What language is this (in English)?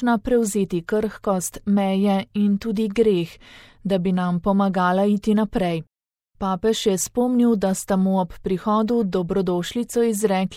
Slovenian